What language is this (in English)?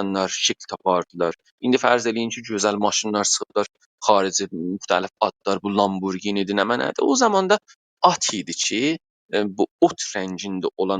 South Azerbaijani